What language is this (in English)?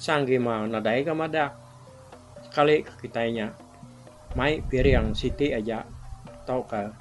Iban